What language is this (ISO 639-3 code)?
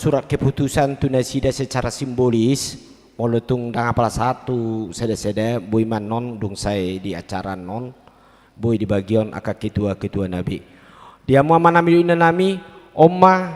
bbc